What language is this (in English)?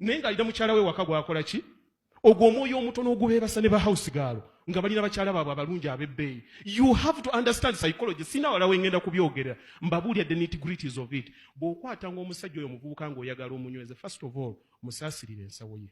Ganda